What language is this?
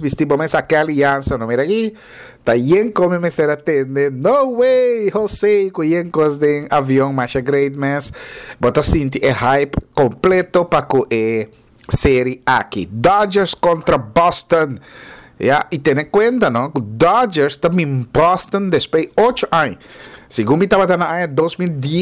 Papiamento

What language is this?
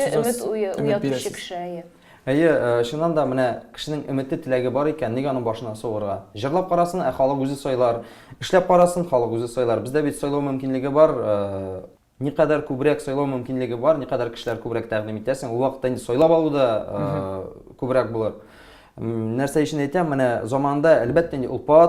Tatar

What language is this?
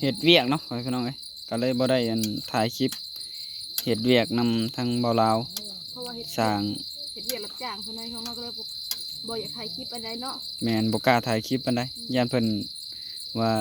Northeastern Thai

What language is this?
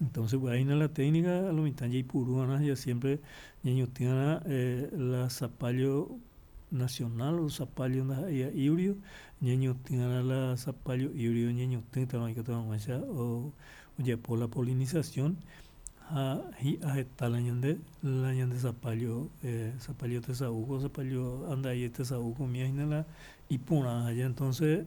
Guarani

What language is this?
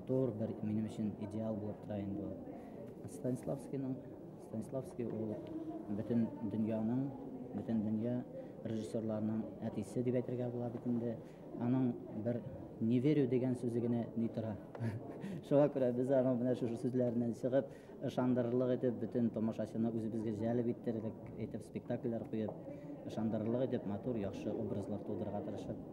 Bashkir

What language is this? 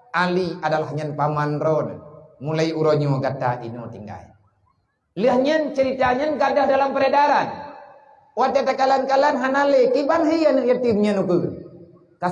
Achinese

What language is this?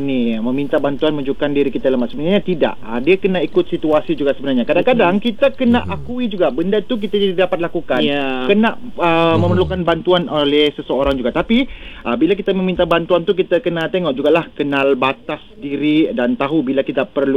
Malay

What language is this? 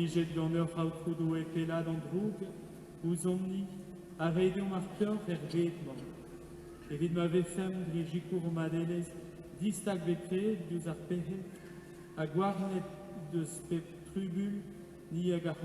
Breton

